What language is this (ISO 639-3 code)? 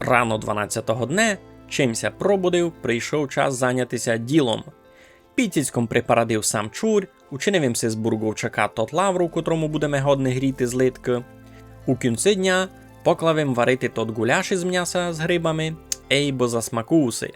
rue